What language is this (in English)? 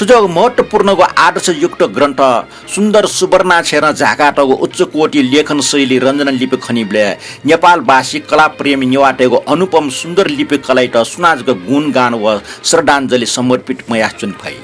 Newari